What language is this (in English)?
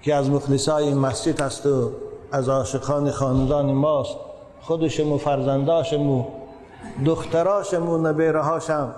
Tajik